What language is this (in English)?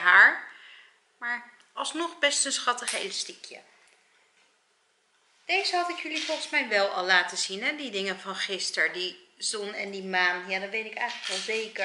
Dutch